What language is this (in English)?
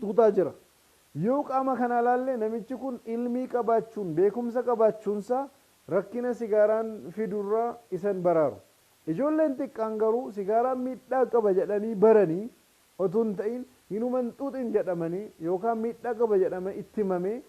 Oromo